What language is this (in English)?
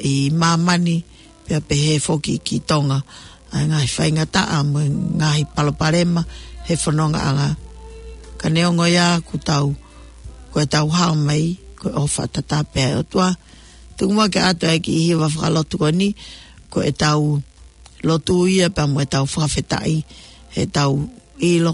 Tongan